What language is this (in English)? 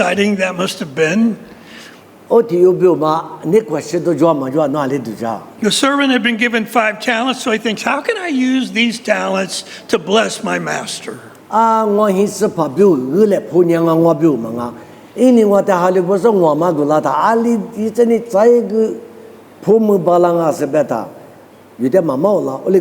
Lisu